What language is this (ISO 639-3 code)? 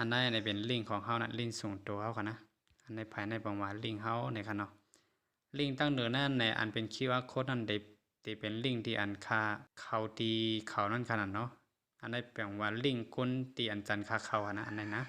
shn